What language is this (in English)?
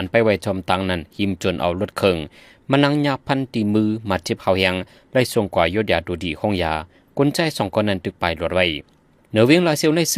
Shan